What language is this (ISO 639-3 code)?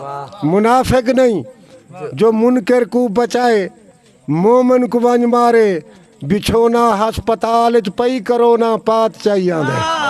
skr